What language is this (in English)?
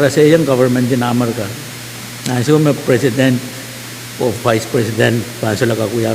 Pohnpeian